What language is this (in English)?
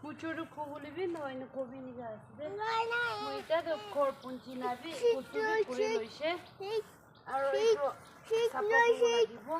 Naga Pidgin